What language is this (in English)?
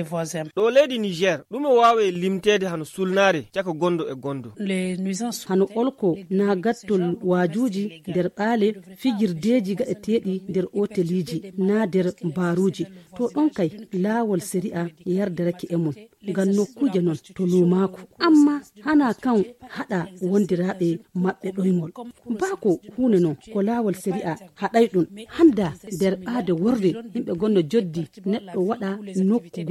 Fula